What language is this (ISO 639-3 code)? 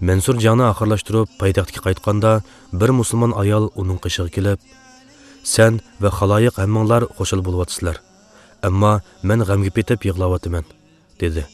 uig